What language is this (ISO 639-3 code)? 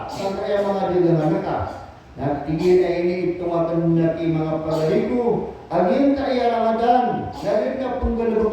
mrw